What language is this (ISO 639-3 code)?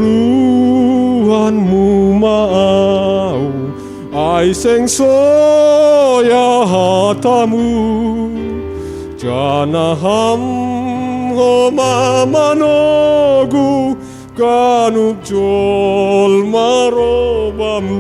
bts